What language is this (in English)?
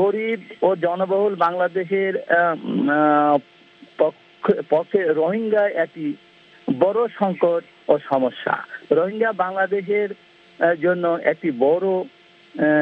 Bangla